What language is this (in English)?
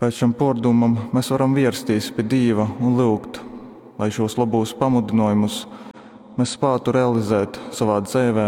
Latgalian